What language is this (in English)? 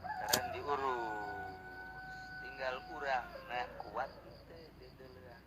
Sundanese